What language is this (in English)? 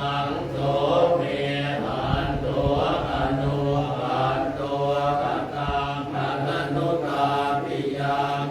Pali